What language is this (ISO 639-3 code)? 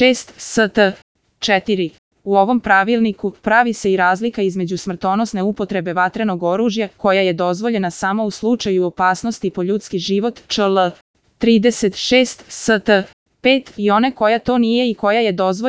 srp